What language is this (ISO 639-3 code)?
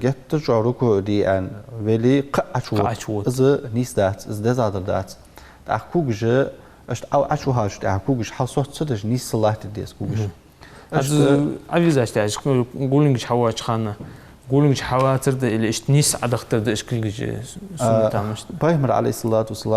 inh